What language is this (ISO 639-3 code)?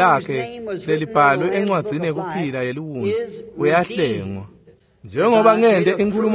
ssw